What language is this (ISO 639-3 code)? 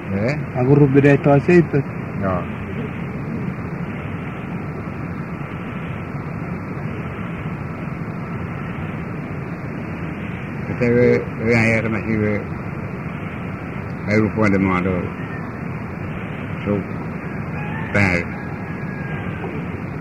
msa